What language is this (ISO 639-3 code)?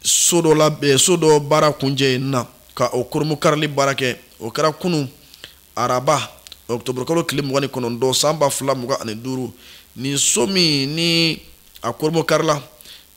bam